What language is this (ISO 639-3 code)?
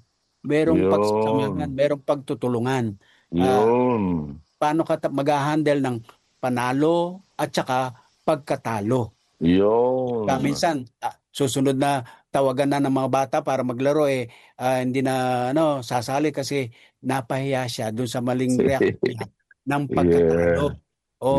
fil